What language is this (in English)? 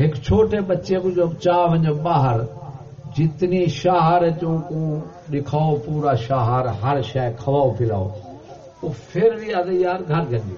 Saraiki